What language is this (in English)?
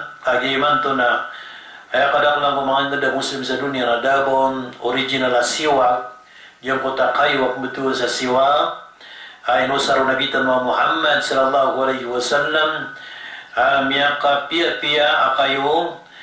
Maranao